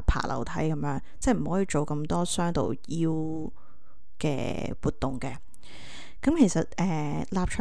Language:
Cantonese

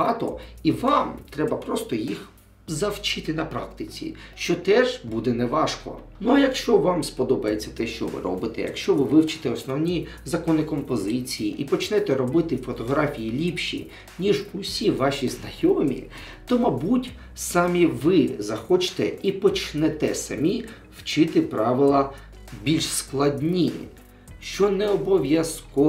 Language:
Ukrainian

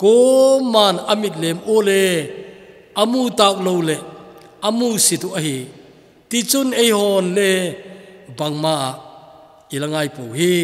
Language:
Thado Chin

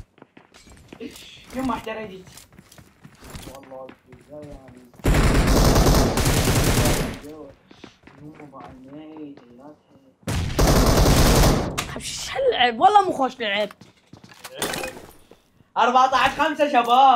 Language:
Mesopotamian Arabic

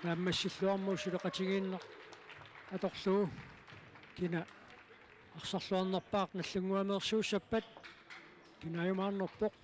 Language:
Kalaallisut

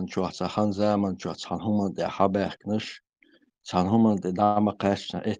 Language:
Chechen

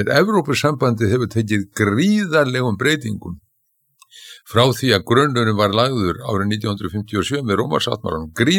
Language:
Icelandic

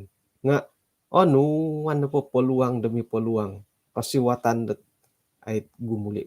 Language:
Central Dusun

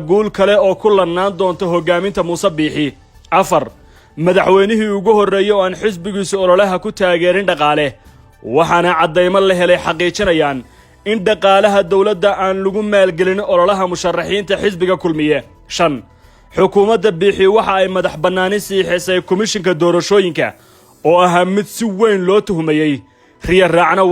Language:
Somali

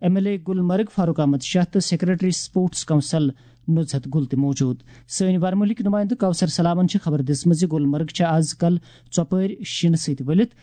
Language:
Kashmiri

